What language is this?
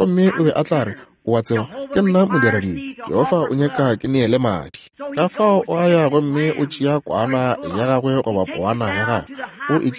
Northern Sotho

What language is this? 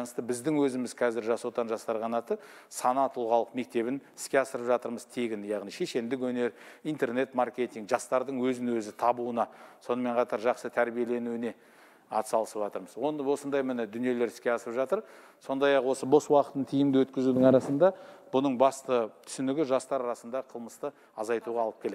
Kazakh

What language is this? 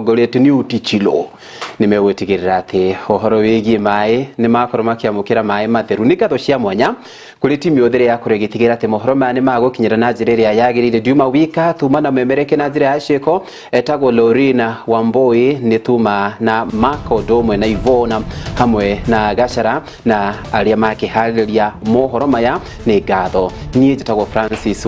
Kikuyu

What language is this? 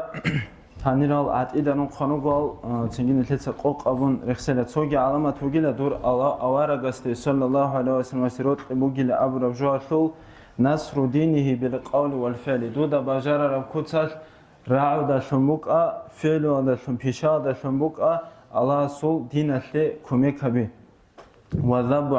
Avaric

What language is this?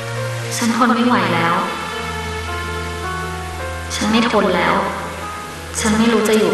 Thai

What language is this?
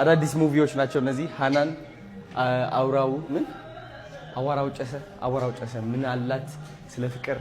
Amharic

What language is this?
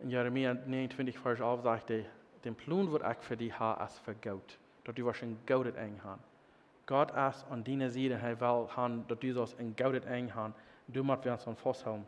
Plautdietsch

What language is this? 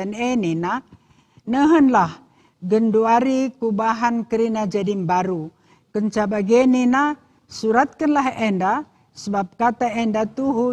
Batak Karo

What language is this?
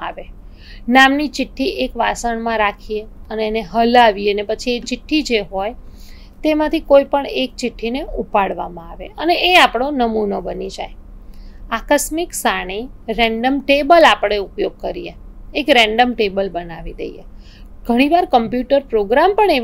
Gujarati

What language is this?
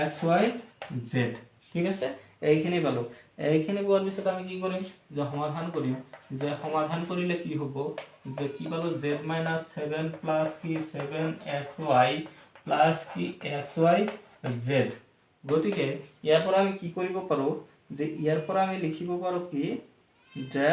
Assamese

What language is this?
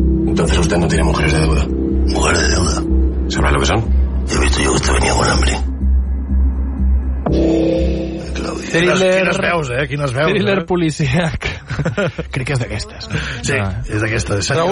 Catalan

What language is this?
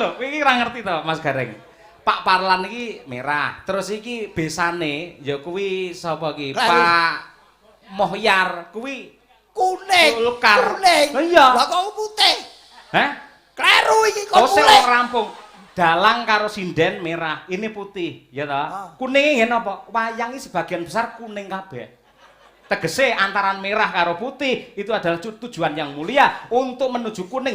Javanese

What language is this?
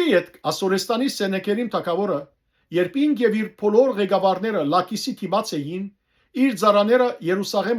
Western Armenian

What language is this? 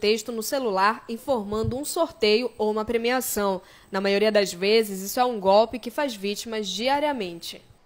Portuguese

